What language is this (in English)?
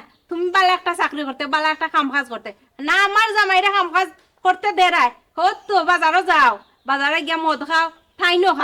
Sylheti